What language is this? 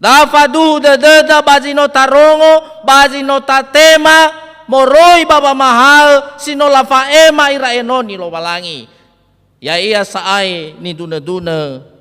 Nias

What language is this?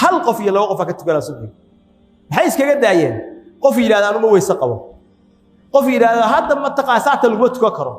Somali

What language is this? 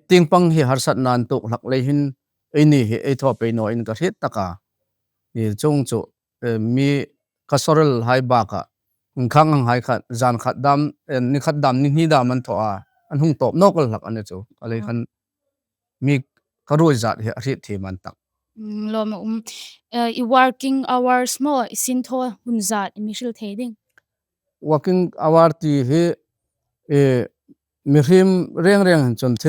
Hmar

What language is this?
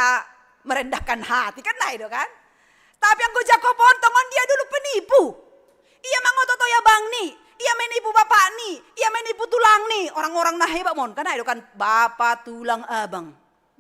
Batak Simalungun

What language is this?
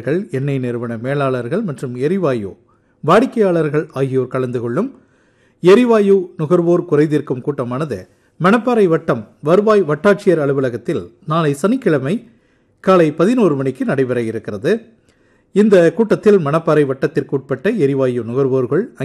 Tamil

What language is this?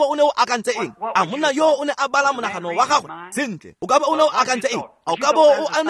Tswana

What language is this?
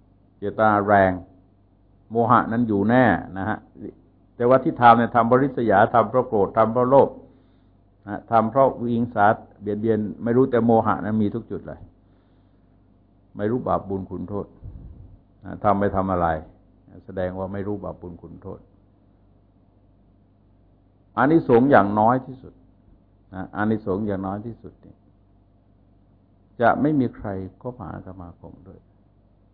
Thai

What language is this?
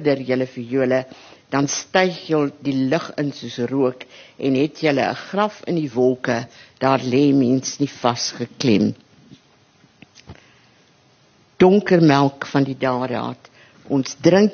Afrikaans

